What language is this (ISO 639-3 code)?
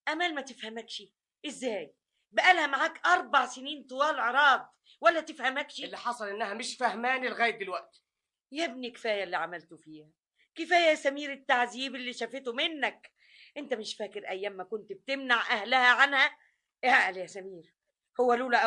arz